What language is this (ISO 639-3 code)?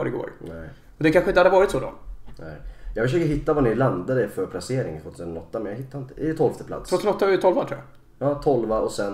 swe